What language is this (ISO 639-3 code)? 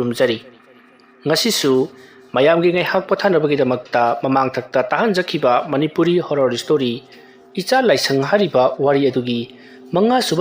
mni